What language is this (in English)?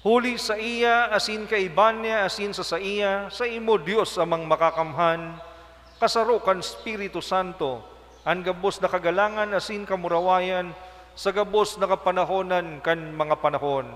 Bikol